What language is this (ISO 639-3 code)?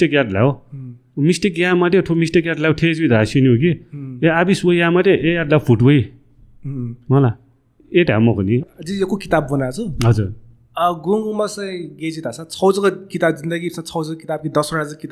new